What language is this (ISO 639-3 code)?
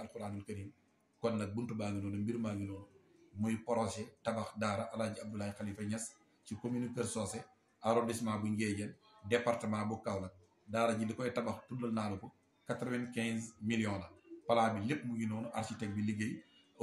wol